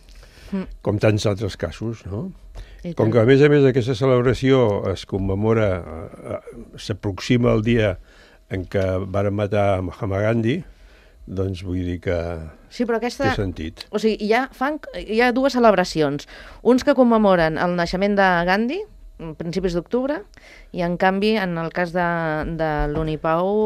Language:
Catalan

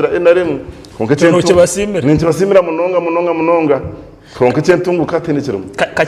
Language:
Nyankole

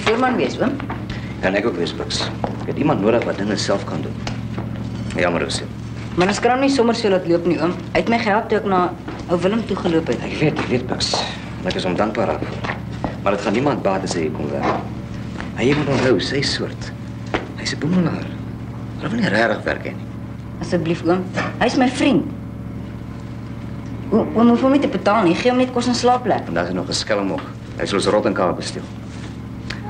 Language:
Afrikaans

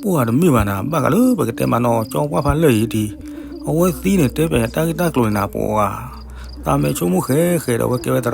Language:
S'gaw Karen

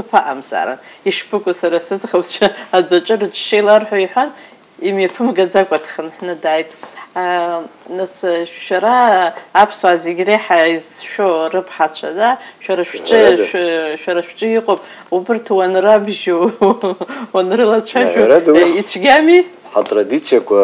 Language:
Abkhazian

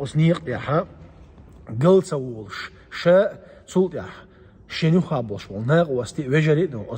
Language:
Chechen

